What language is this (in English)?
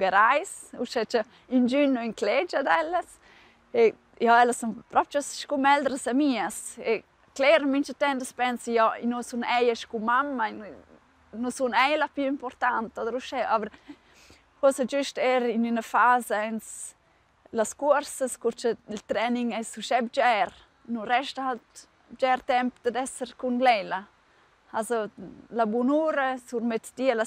Romansh